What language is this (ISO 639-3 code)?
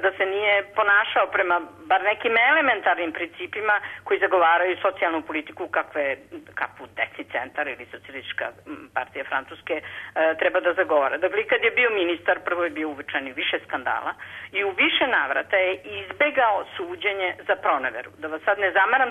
srp